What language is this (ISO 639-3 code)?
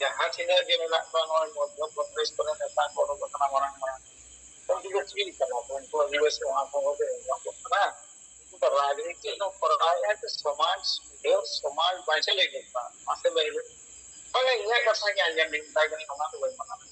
sat